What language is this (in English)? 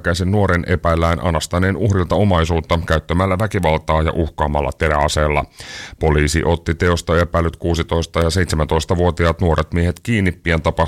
Finnish